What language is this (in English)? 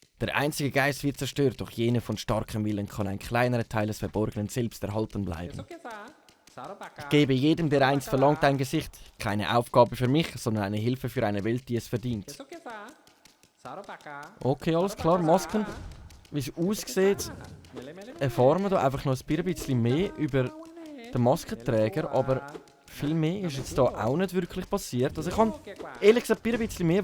Swiss German